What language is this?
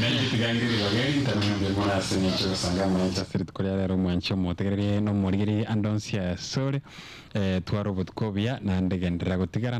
Gusii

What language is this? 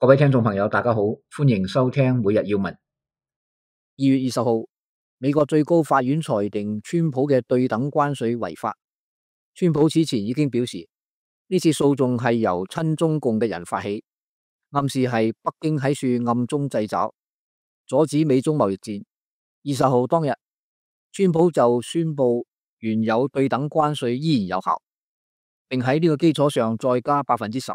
Cantonese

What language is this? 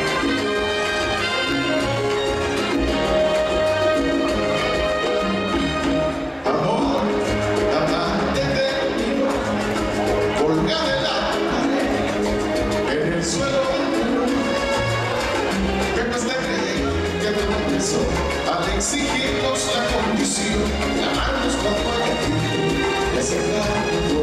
Spanish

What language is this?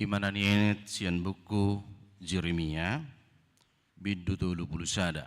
Batak Toba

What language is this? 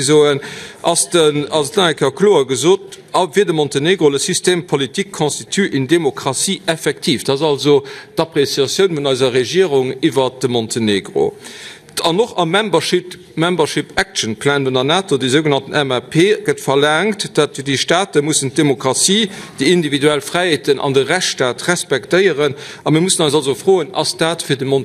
Luxembourgish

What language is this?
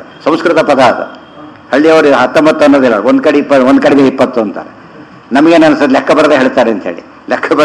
Kannada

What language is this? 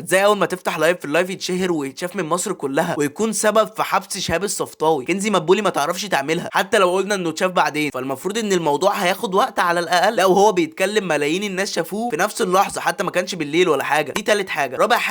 Egyptian Arabic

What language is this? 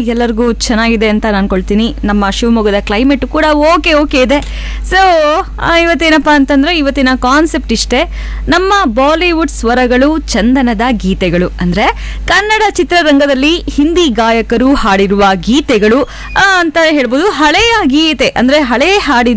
Kannada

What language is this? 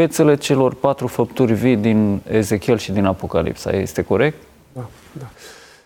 Romanian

